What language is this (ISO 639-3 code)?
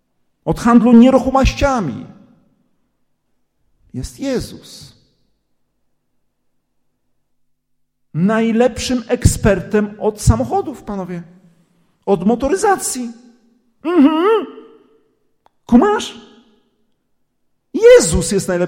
pol